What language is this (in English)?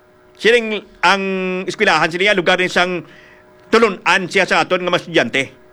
Hiligaynon